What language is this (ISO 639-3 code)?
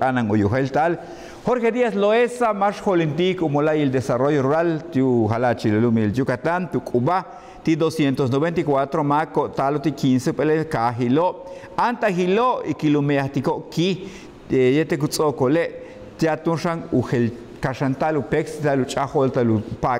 yua